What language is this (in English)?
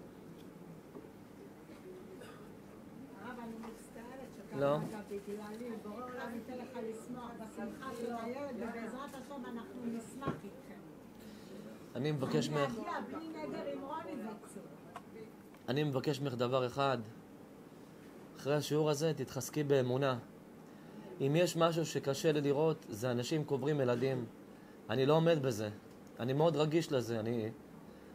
Hebrew